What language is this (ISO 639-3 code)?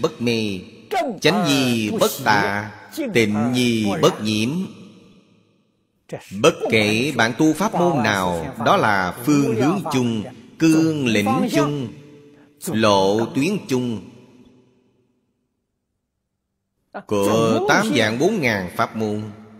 vie